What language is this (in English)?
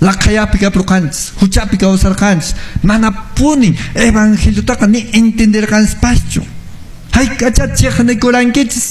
Quechua